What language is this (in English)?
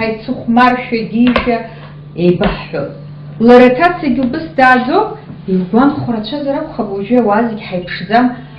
Abkhazian